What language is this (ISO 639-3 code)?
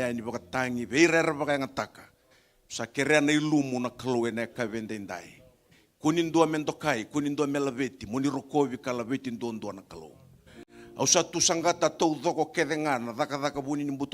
fij